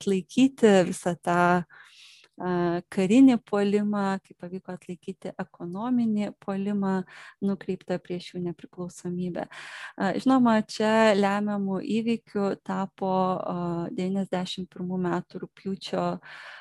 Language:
Lithuanian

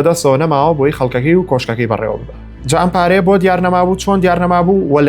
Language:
Central Kurdish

